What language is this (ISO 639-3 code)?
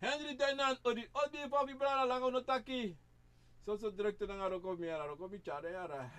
srn